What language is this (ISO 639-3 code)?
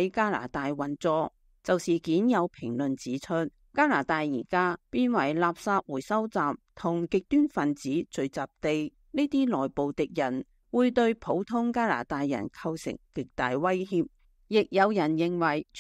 yue